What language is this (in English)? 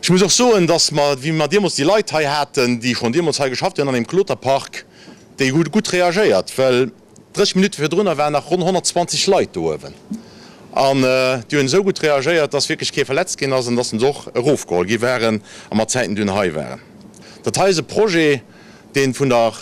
Luxembourgish